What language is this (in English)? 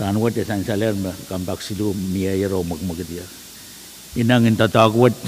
Pohnpeian